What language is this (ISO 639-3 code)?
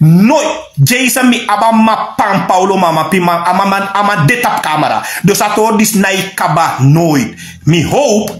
srn